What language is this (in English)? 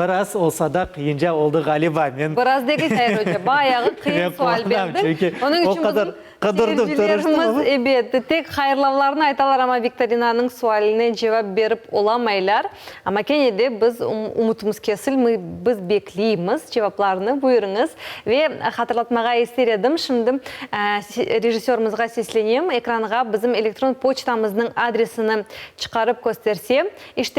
Crimean Tatar